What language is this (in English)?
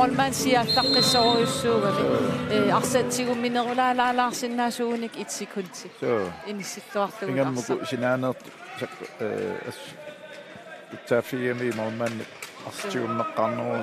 Kalaallisut